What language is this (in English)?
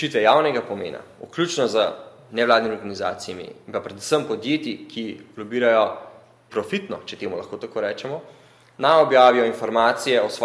Slovenian